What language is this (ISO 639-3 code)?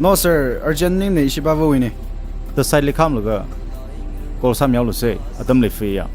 nmf